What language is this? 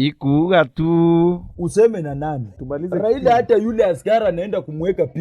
Meru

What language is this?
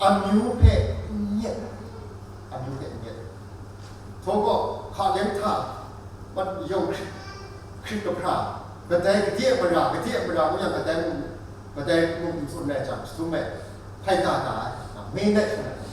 Kachin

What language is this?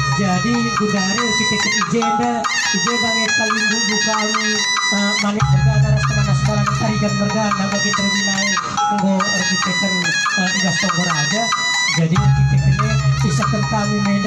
Batak Karo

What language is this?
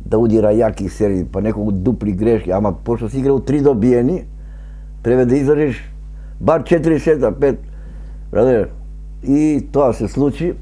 Macedonian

